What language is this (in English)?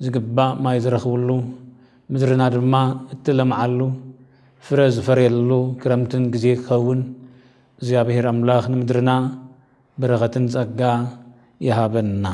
Tigrinya